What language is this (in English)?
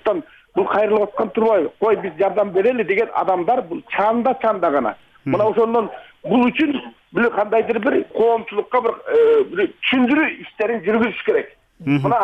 Kyrgyz